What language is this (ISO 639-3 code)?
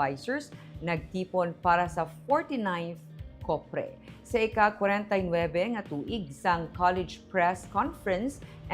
hil